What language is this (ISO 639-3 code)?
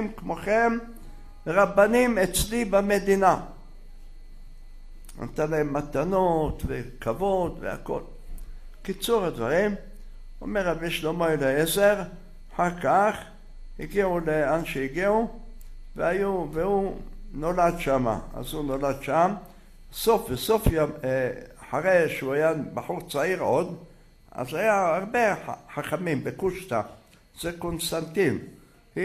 heb